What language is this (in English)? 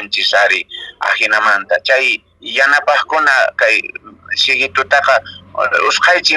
Quechua